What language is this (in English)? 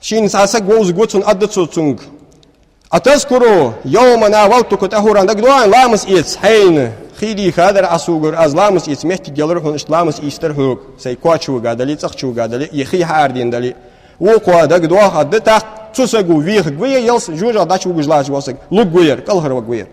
Ingush